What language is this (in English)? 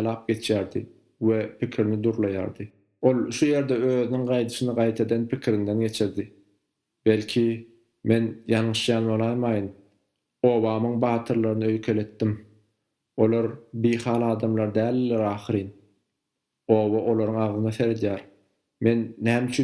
Turkmen